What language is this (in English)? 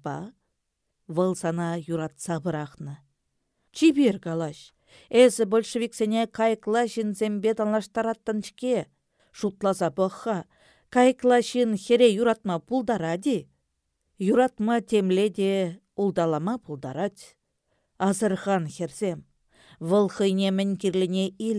Chuvash